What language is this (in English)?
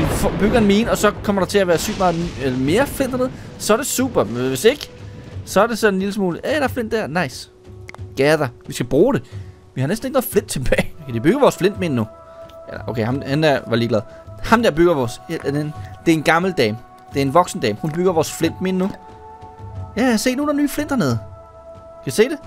Danish